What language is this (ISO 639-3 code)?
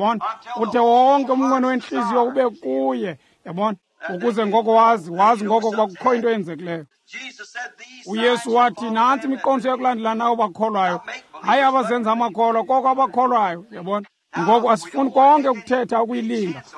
xho